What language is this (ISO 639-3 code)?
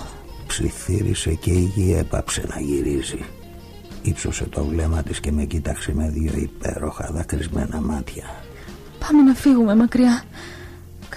ell